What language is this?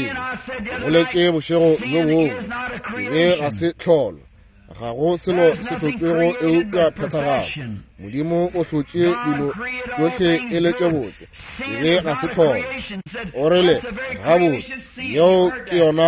Northern Sotho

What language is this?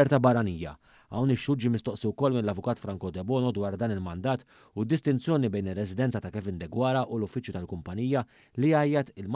Maltese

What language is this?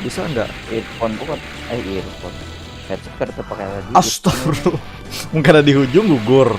Banjar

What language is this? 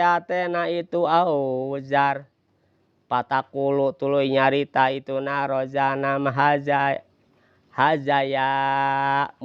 Sundanese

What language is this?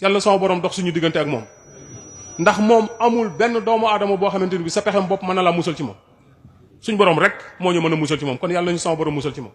Wolof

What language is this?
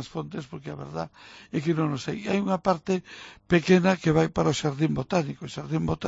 Galician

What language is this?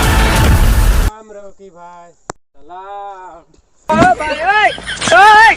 Chhattisgarhi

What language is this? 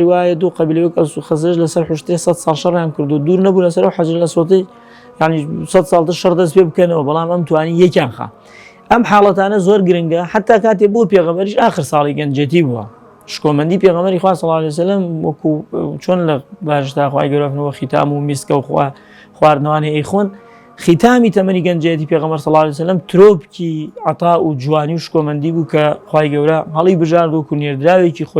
Central Kurdish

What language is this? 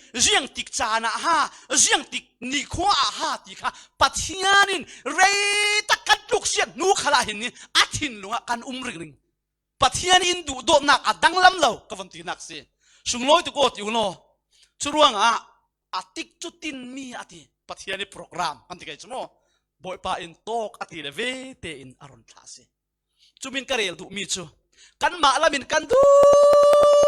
Falam Chin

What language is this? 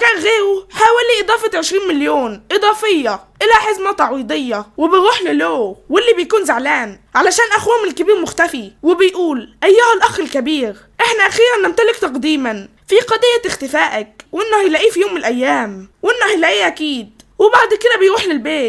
Egyptian Arabic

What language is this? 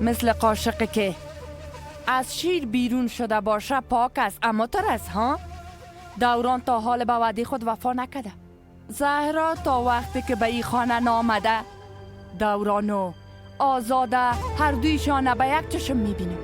Persian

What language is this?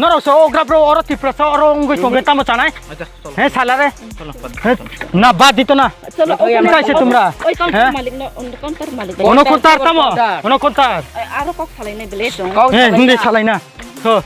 Riang (India)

